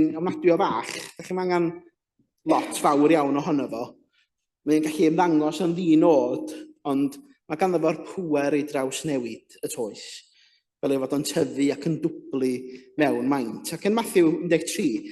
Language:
Welsh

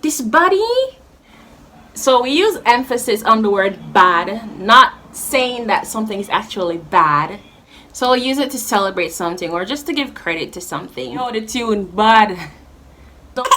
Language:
Jamaican Creole English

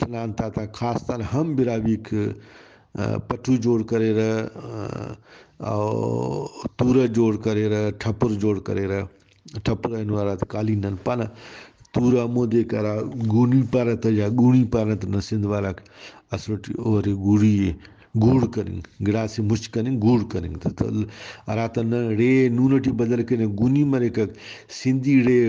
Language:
Brahui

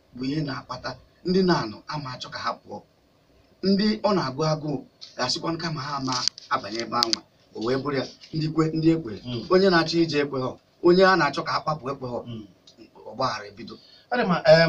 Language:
Igbo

